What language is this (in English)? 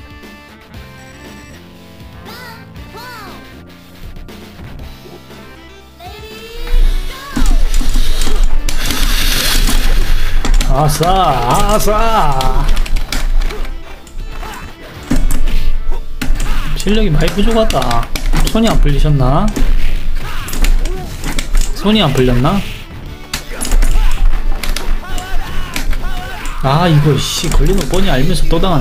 Korean